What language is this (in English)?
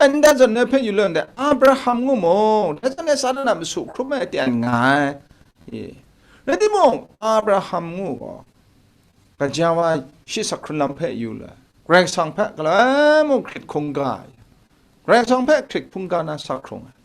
Kachin